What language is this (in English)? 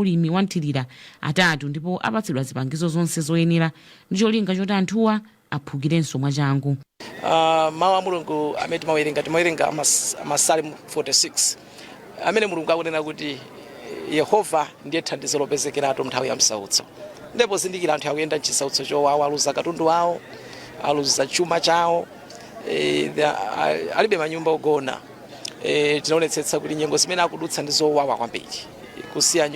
Nyanja